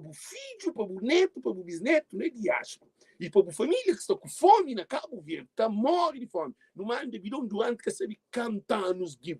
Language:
Kabuverdianu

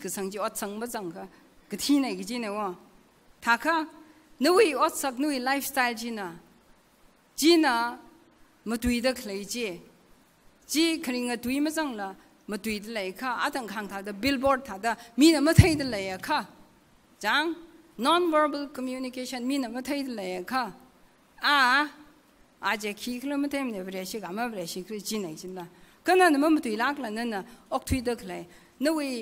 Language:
Tangkhul Naga (India)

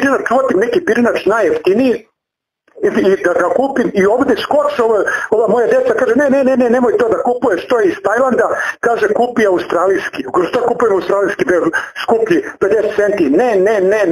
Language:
Serbian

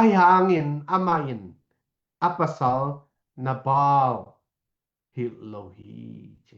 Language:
Tedim Chin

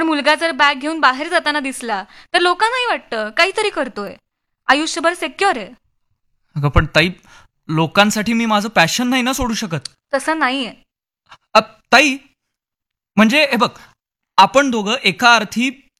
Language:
Marathi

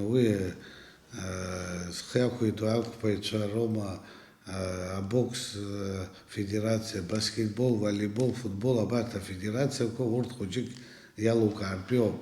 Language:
Abkhazian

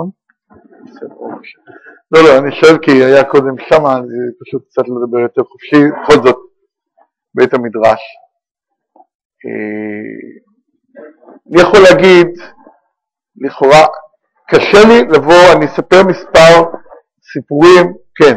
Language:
Hebrew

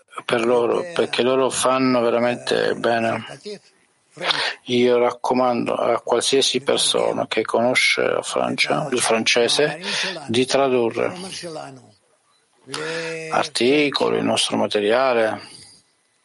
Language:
Italian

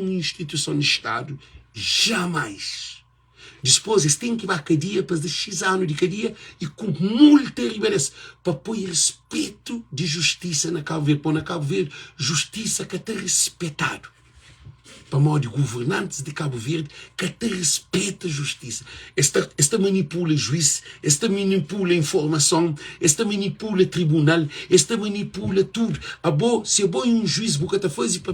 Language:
Kabuverdianu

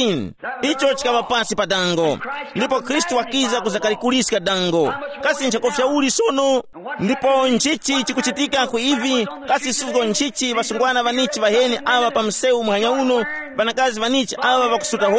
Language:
Tumbuka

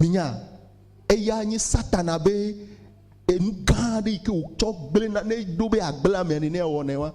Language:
Ewe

